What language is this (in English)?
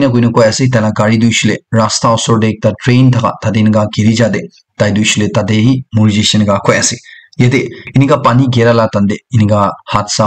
Naga Pidgin